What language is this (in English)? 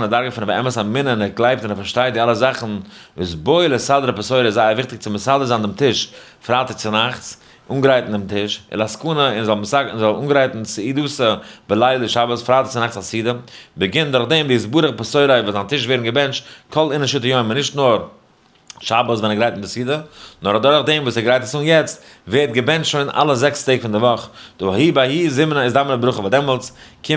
Yiddish